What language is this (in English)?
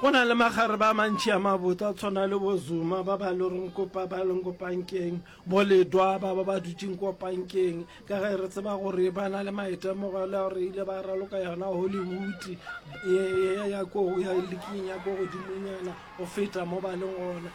Northern Sotho